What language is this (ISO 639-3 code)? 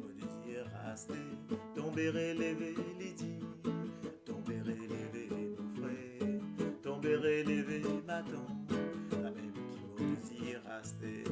mfe